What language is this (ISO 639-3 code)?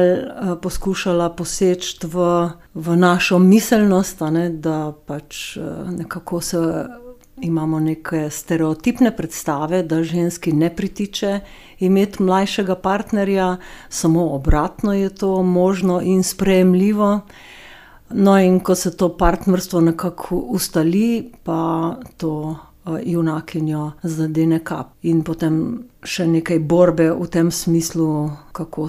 slv